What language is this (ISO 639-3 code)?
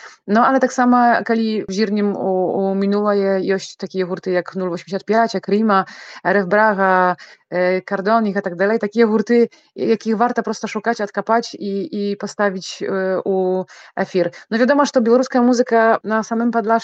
bel